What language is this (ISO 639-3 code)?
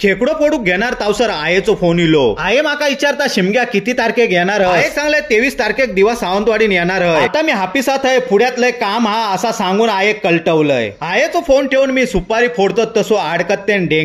kok